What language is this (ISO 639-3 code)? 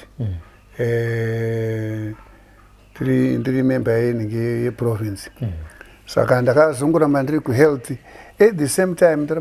sna